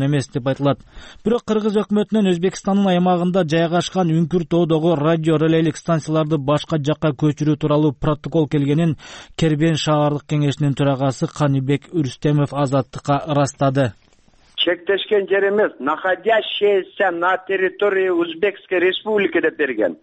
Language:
Kyrgyz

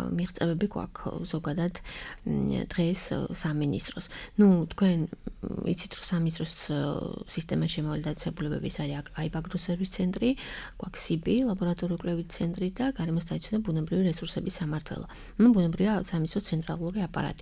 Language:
Georgian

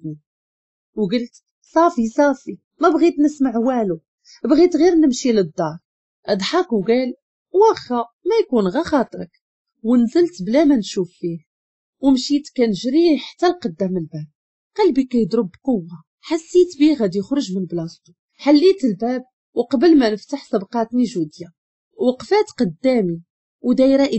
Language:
Moroccan Arabic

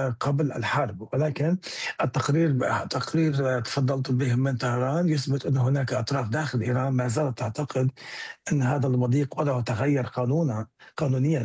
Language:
Arabic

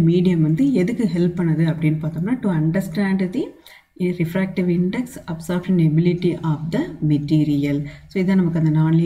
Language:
Tamil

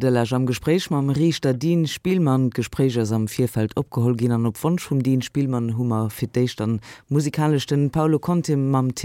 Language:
Luxembourgish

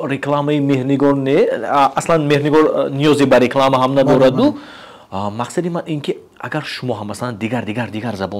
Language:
Tajik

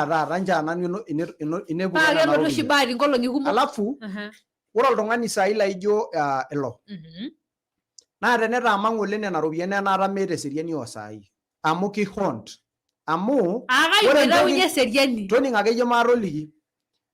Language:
Masai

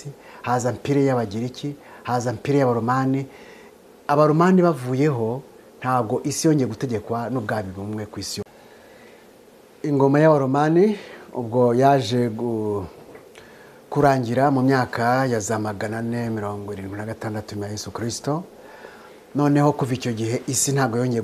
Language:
Kinyarwanda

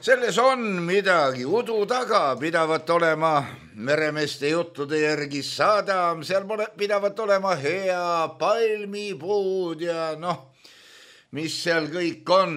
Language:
Estonian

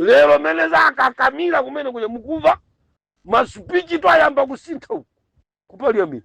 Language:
Nyanja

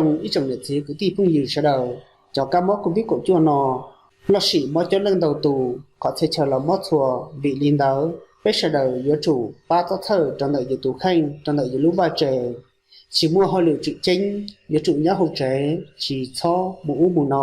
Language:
Hmong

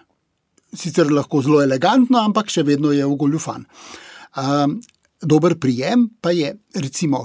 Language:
Slovenian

